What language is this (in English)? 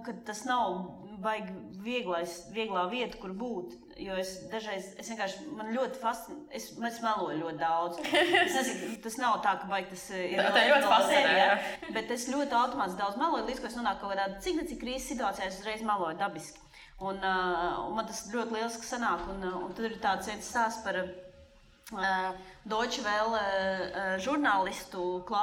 Latvian